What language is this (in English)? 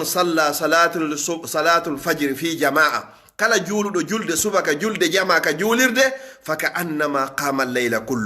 Fula